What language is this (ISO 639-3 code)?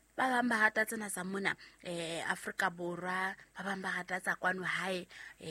sot